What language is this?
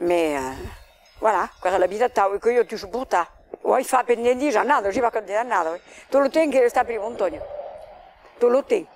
Occitan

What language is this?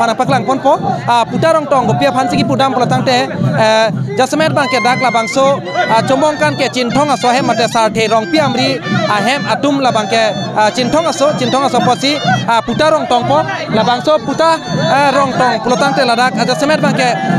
Karbi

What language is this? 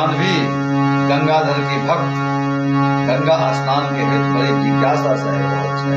Maithili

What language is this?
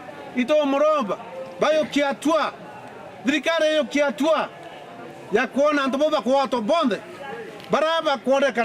Meru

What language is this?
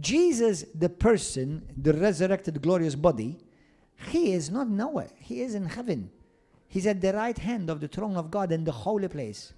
English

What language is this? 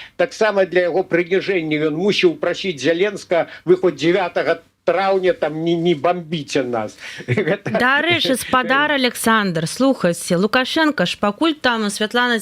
Belarusian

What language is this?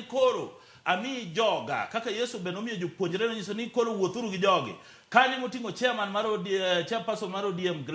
Luo (Kenya and Tanzania)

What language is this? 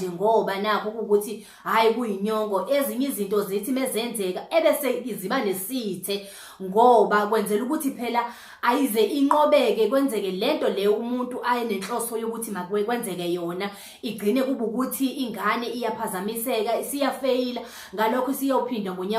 Zulu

